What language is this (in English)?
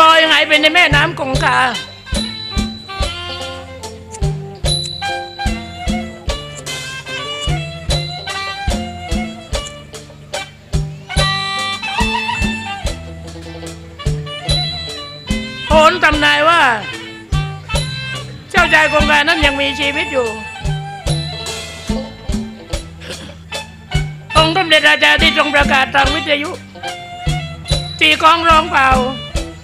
Thai